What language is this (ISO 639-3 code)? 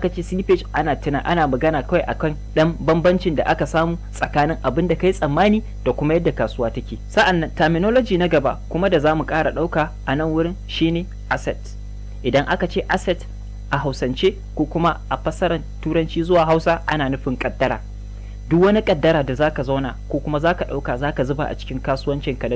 hau